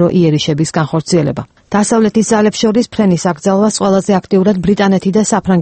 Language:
Georgian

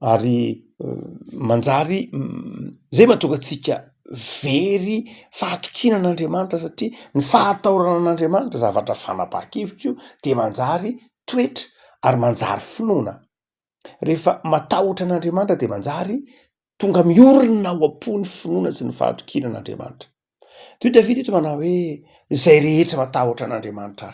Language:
Malagasy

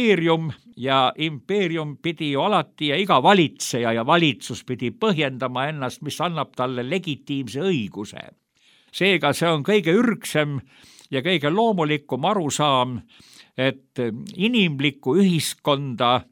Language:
Estonian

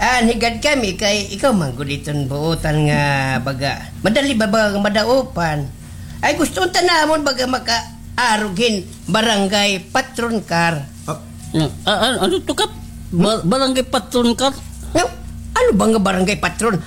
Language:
Waray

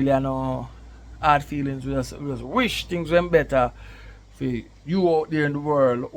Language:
Jamaican Creole English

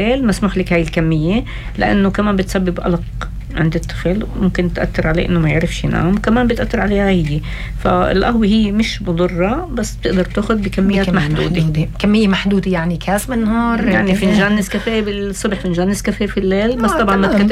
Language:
North Levantine Arabic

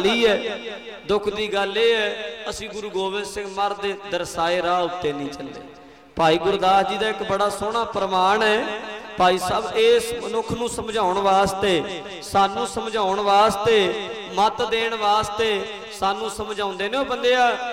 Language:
Punjabi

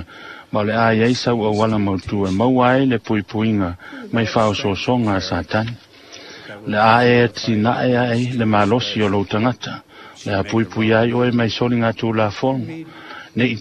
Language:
Samoan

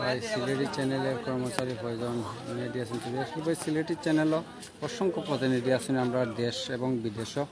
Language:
Sylheti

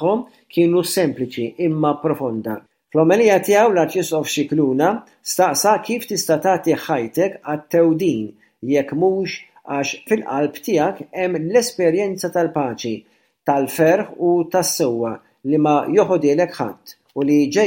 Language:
Maltese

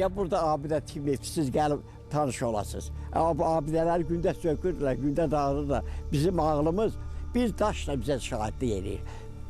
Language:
Azerbaijani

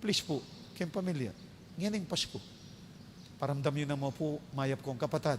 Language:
Pampanga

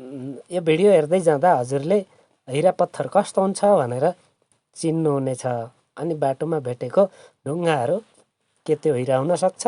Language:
Nepali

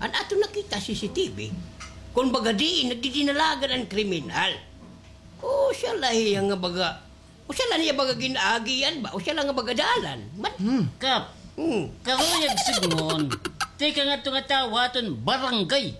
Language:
Waray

